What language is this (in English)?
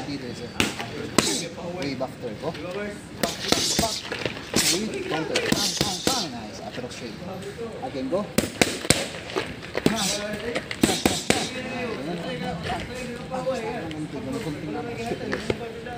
Filipino